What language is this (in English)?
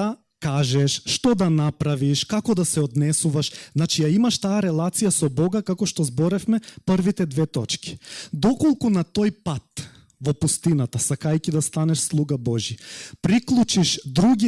Macedonian